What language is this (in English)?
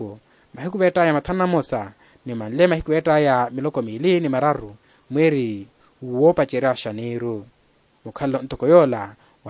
Makhuwa